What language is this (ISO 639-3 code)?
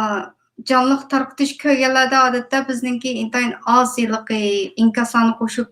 uig